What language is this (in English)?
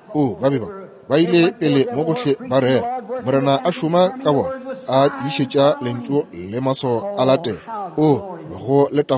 Northern Sotho